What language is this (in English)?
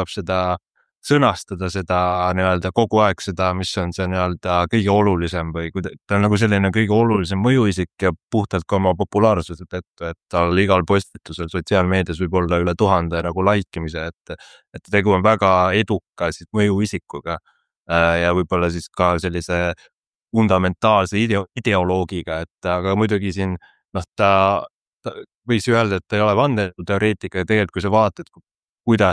Estonian